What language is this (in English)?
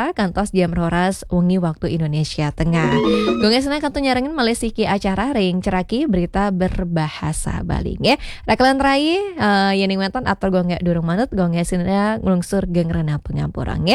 Balinese